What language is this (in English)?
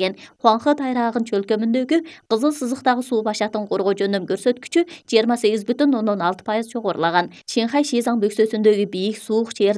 Kyrgyz